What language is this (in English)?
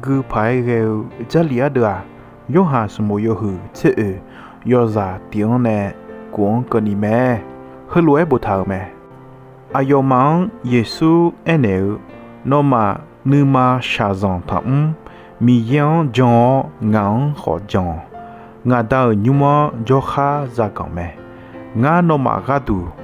Akha